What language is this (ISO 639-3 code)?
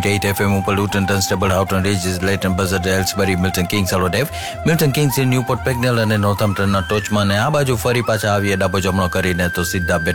guj